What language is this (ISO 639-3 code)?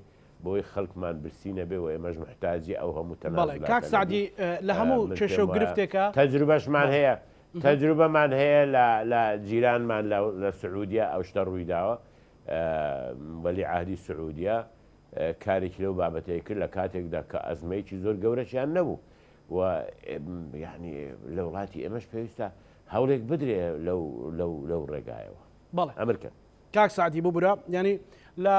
ckb